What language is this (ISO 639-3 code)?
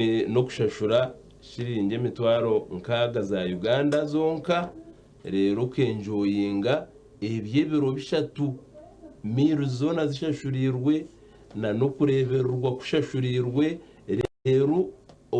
nyn